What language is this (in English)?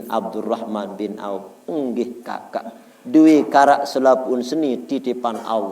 Sasak